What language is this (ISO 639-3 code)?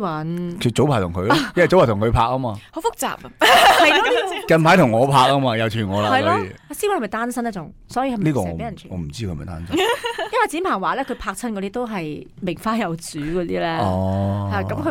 yue